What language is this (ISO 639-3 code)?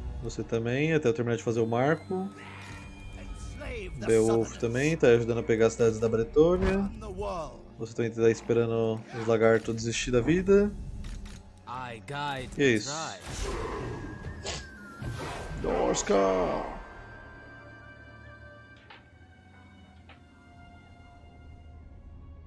por